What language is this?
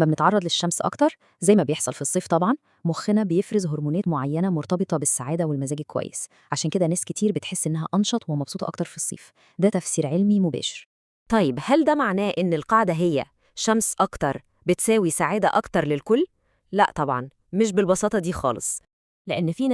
Egyptian Arabic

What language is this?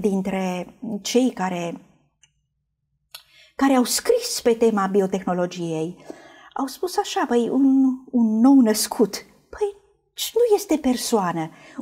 Romanian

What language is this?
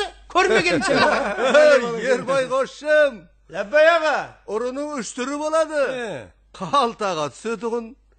Kara-Kalpak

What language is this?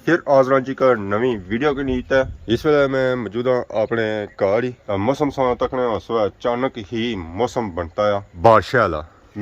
Pahari-Potwari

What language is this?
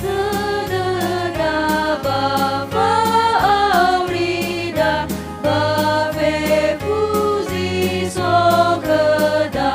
Nias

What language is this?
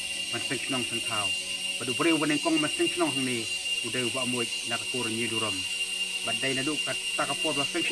Khasi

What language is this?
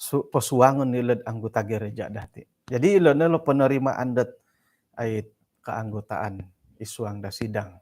Central Dusun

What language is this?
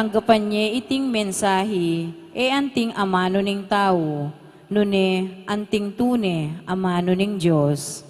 Pampanga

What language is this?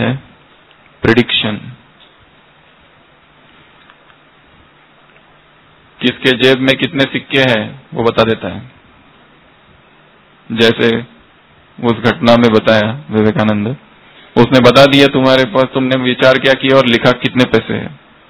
Hindi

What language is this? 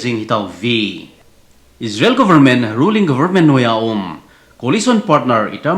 Thado Chin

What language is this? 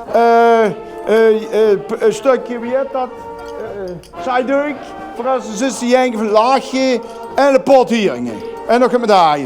Limburgish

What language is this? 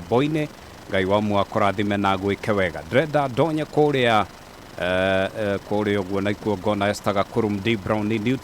Kikuyu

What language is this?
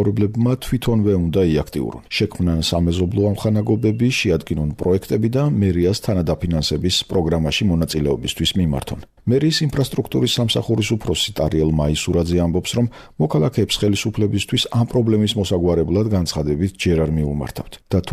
Georgian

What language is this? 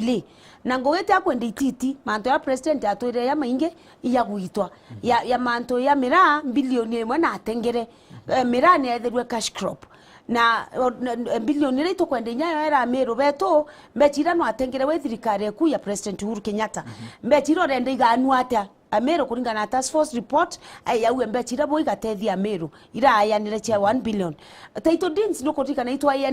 Meru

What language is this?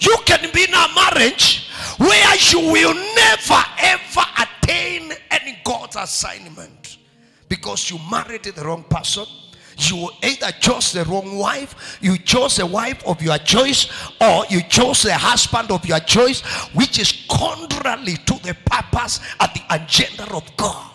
Kamba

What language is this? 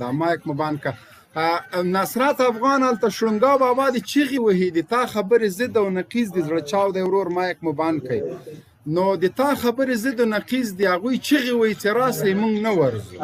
Pashto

